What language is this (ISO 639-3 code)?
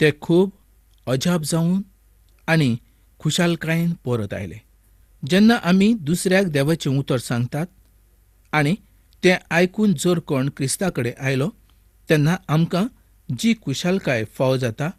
kok